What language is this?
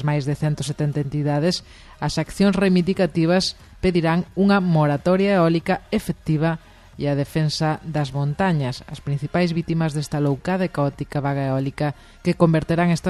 Galician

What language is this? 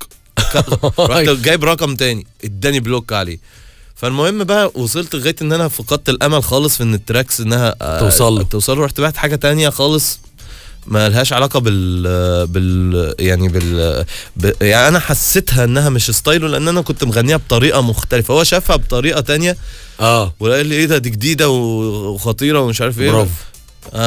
Egyptian Arabic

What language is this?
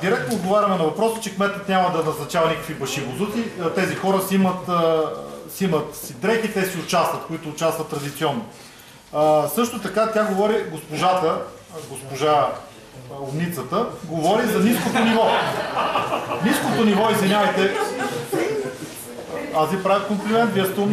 Bulgarian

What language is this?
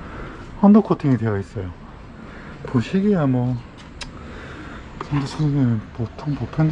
Korean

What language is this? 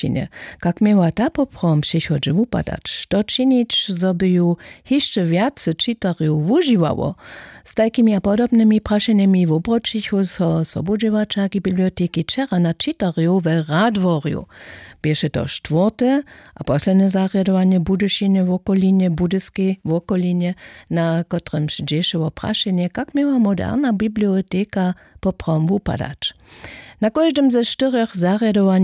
Upper Sorbian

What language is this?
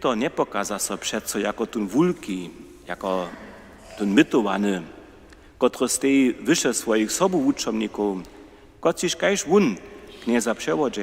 Upper Sorbian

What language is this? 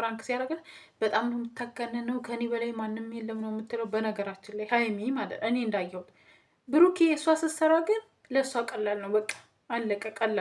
Amharic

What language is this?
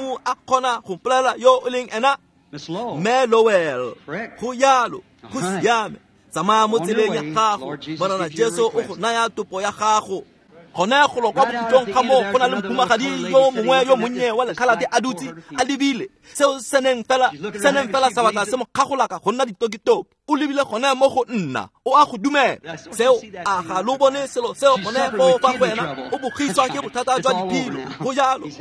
Tswana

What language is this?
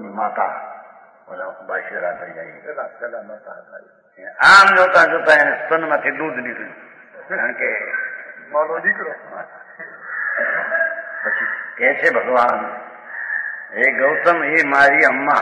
Gujarati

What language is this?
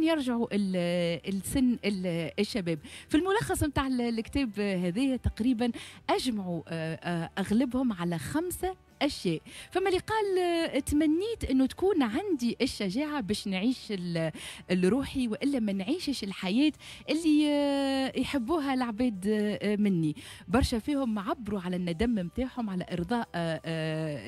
Tunisian Arabic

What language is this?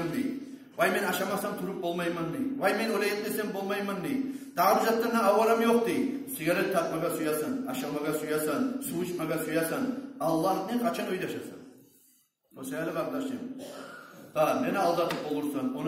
Kumyk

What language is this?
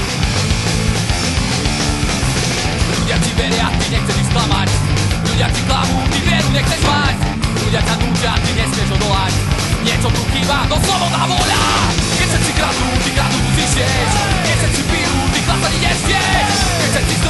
Slovak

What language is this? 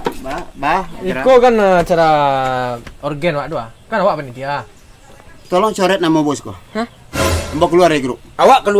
Minangkabau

